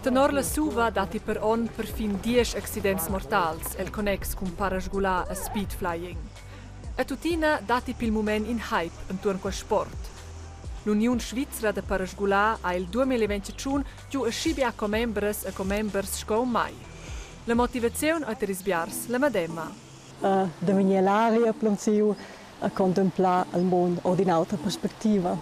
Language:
Romansh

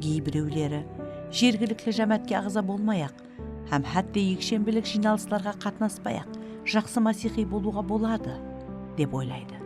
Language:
Kara-Kalpak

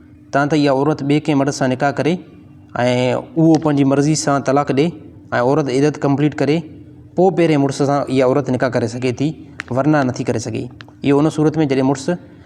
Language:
Sindhi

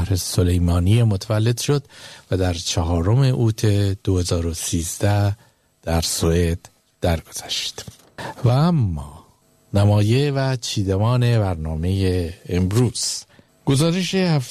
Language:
Persian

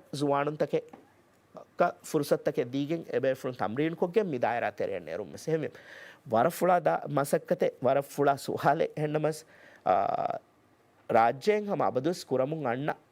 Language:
Divehi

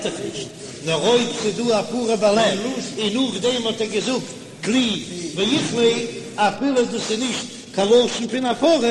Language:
Yiddish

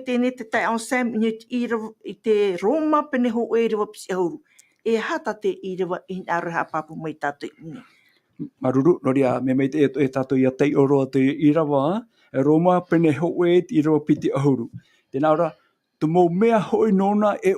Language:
Tahitian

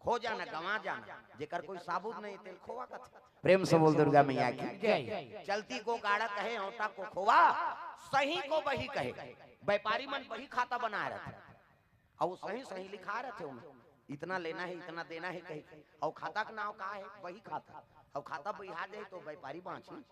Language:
Chhattisgarhi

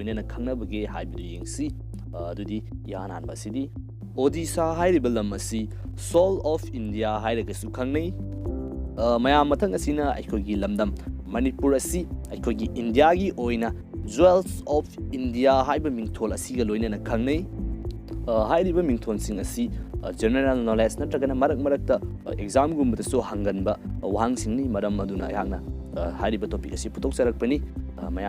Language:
Manipuri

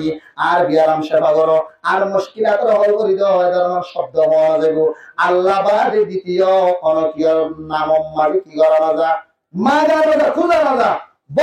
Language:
Rohingya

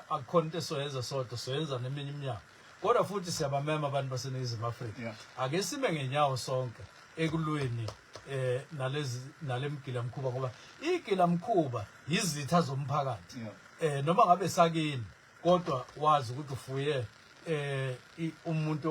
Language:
Zulu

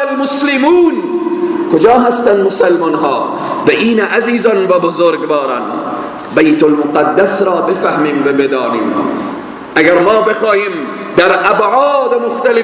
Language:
Persian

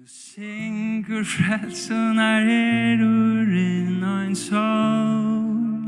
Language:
Faroese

